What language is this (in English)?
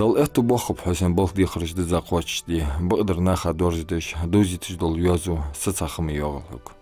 Ingush